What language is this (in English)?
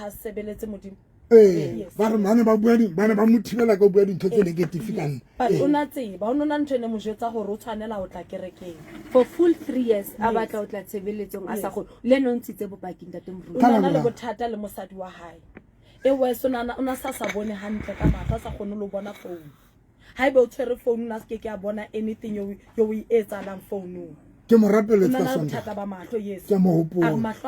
Southern Sotho